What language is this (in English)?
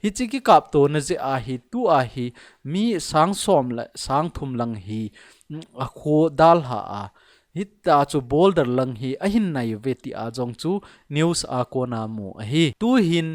Thado Chin